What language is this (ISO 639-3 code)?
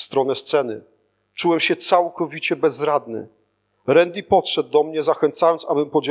pol